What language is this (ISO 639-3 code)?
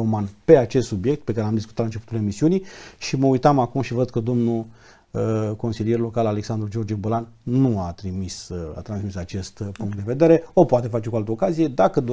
ron